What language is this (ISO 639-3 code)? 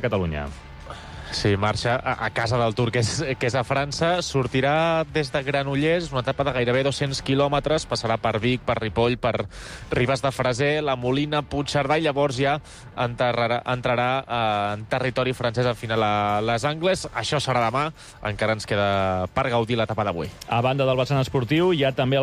cat